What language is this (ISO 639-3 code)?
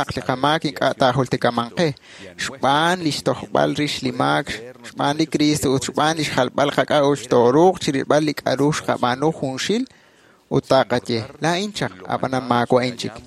kek